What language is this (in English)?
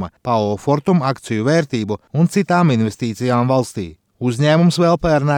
Latvian